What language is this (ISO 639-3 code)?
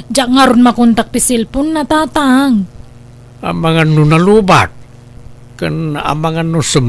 ilo